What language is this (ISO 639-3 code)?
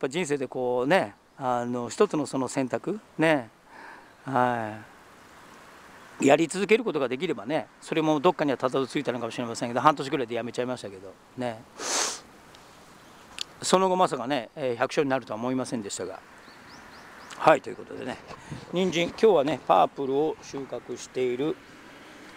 jpn